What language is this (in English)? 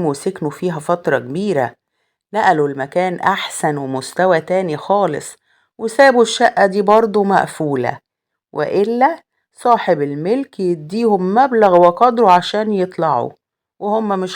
Egyptian Arabic